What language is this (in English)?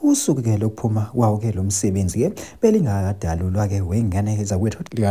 Zulu